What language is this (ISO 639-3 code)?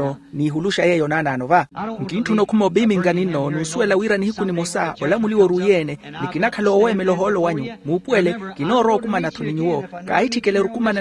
vmw